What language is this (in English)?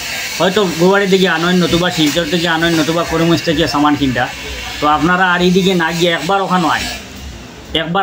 Sylheti